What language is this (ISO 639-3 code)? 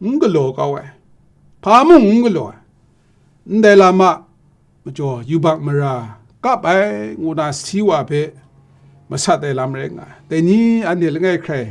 kac